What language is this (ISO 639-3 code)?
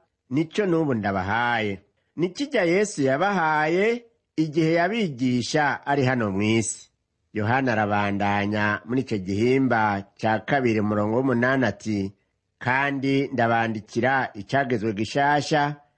run